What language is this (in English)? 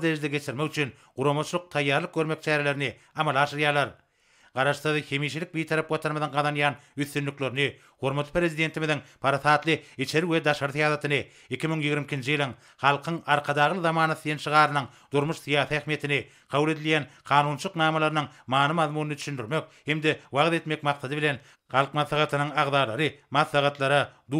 Turkmen